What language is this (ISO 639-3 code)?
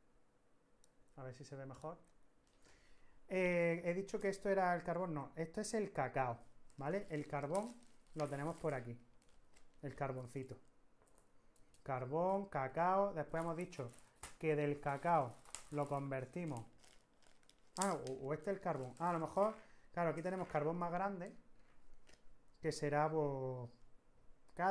spa